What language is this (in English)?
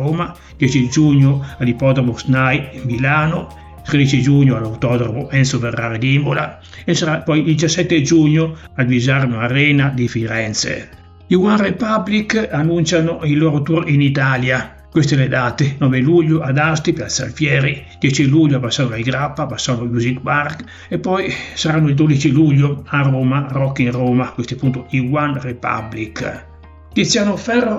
Italian